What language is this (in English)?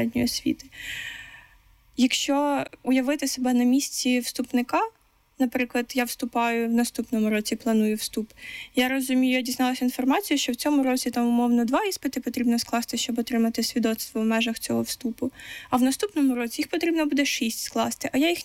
Ukrainian